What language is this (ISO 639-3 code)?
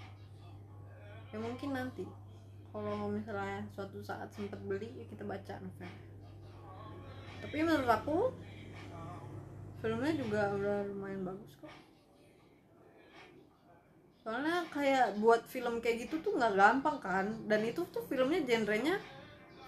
ind